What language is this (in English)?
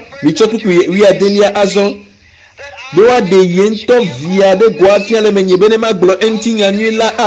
Ewe